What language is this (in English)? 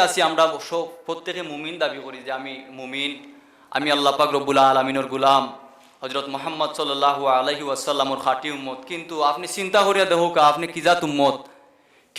Sylheti